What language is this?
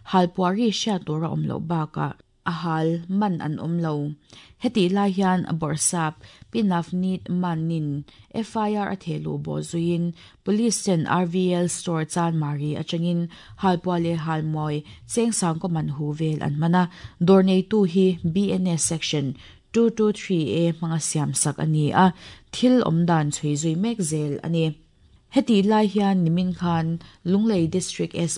Mizo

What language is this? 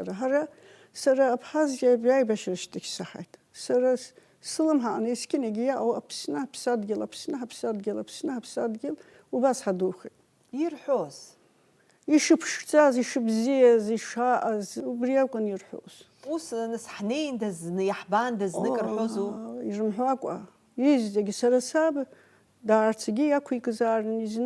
Abkhazian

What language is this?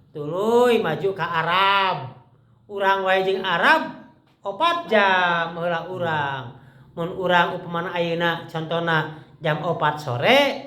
Sundanese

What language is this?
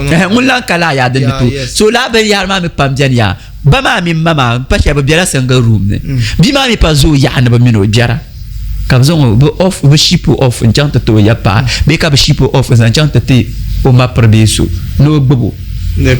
Dagbani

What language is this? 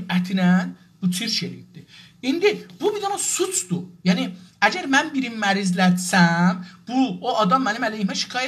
South Azerbaijani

